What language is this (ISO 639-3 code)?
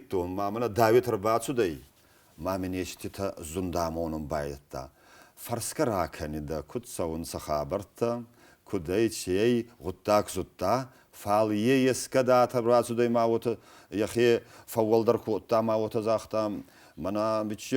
oss